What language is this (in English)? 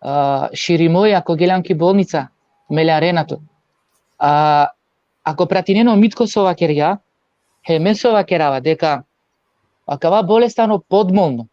Balkan Romani